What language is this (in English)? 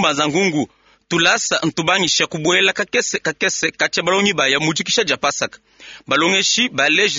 Luba-Lulua